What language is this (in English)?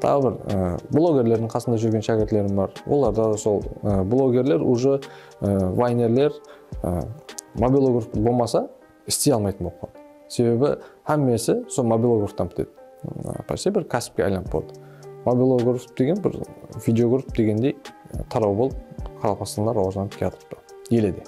Kara-Kalpak